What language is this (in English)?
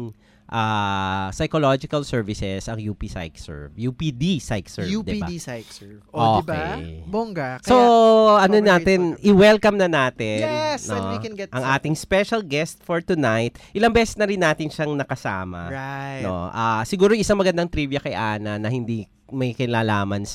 Filipino